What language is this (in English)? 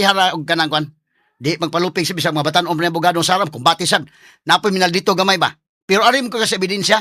Cebuano